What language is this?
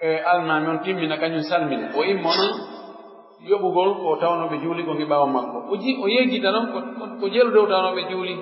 Pular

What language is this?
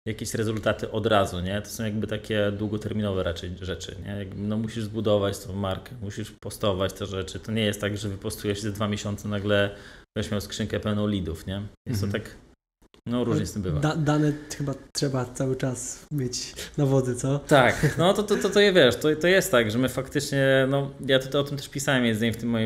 Polish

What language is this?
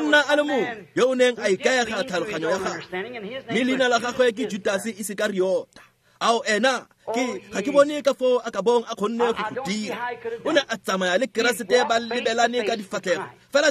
Tswana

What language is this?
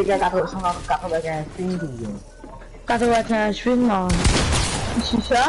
Morisyen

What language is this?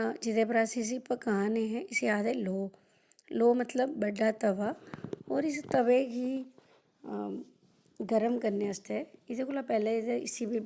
Dogri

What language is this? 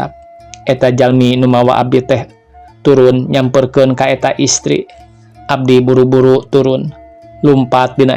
Sundanese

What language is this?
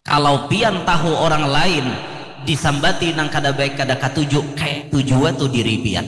Banjar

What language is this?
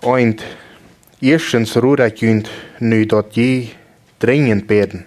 Plautdietsch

